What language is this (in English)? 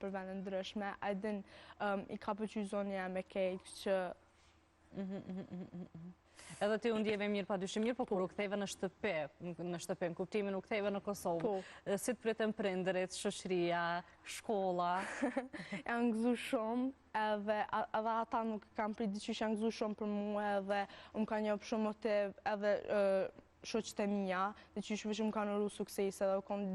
Albanian